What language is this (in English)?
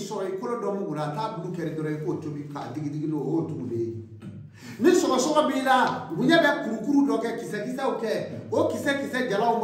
Bambara